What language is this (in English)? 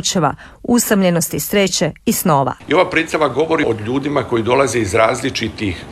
Croatian